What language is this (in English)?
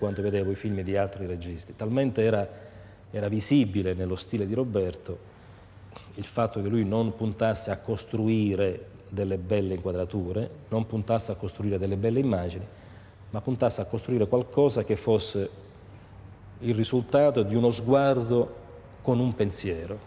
Italian